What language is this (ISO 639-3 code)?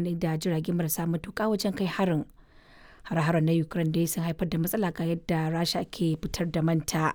hau